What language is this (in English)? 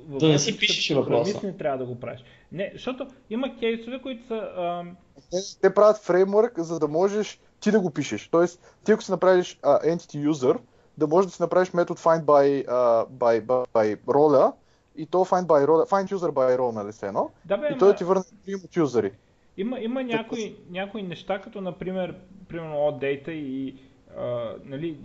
Bulgarian